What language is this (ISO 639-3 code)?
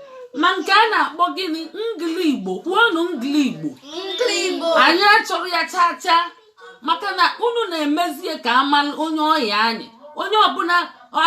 ibo